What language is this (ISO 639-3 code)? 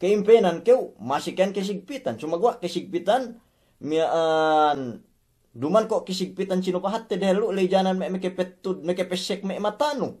yka